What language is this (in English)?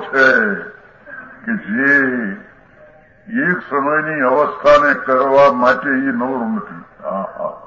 Gujarati